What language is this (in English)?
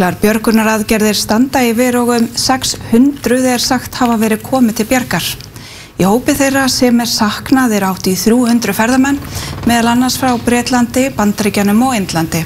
Icelandic